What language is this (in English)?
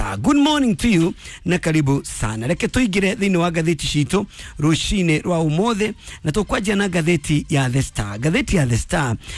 Kikuyu